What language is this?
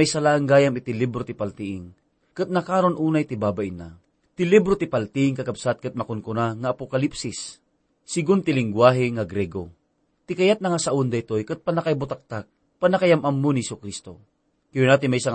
Iloko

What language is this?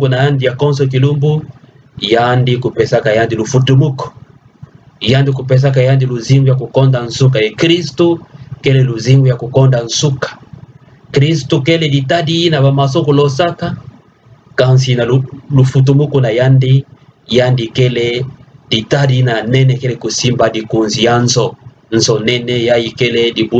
Kituba (Democratic Republic of Congo)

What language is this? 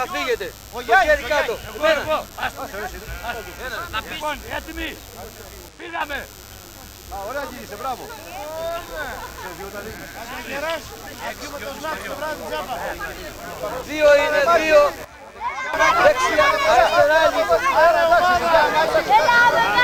Greek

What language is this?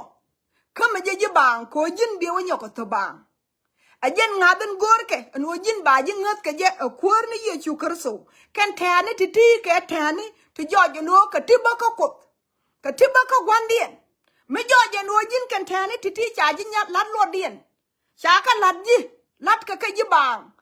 Nuer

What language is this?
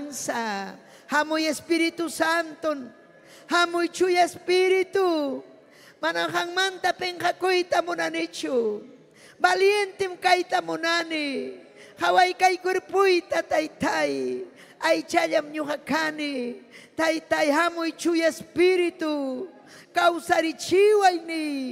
Ayacucho Quechua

